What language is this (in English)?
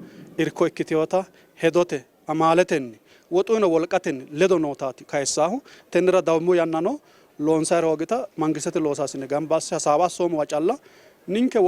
Sidamo